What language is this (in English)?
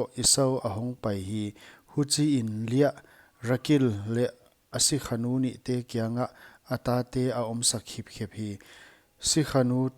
Paite Chin